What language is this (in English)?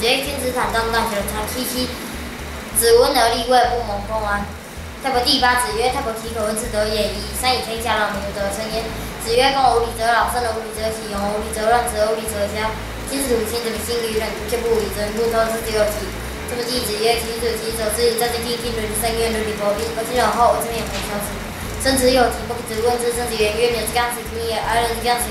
Literary Chinese